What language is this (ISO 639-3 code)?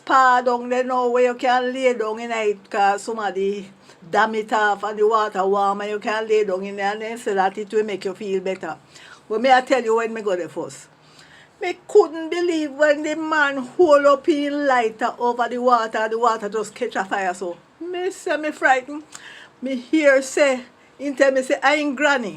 jam